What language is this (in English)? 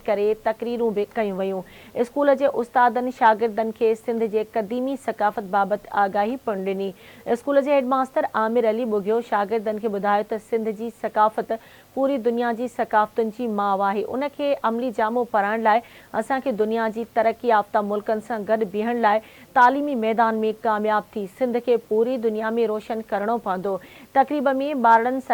Sindhi